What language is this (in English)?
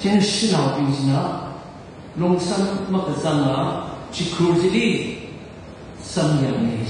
Tangkhul Naga (India)